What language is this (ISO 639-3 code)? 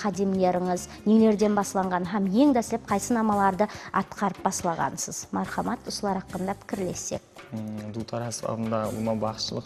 kaa